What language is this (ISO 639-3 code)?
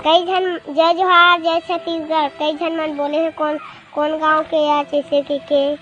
hne